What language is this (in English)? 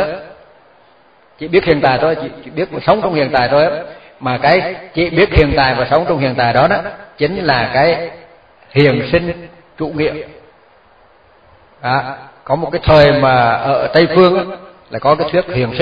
Vietnamese